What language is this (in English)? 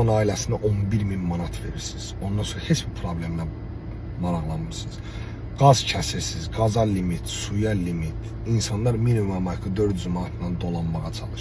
Azerbaijani